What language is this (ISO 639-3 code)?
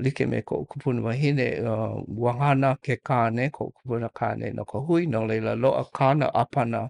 haw